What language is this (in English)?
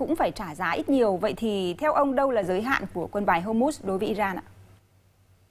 Vietnamese